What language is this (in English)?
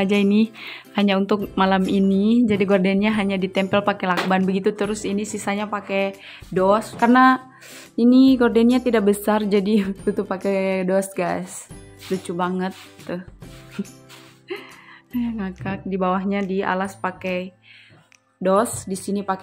Indonesian